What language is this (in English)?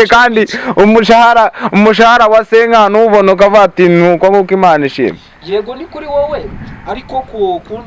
Kinyarwanda